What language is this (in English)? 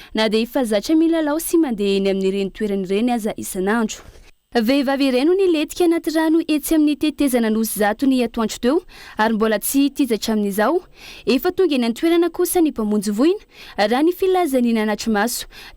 Malagasy